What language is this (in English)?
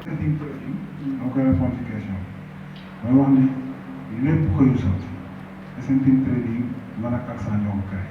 Wolof